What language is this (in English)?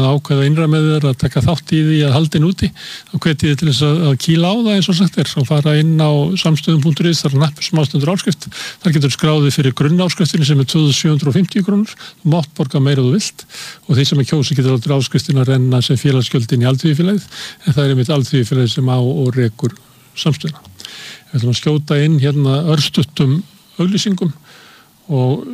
Icelandic